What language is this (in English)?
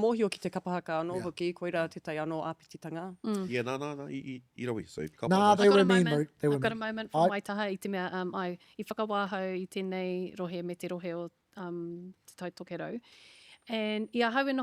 Māori